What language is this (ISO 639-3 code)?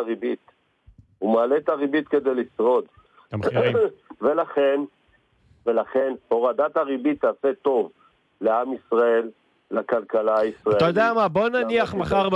heb